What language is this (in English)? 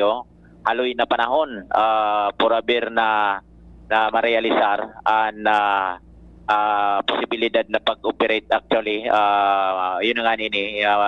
Bikol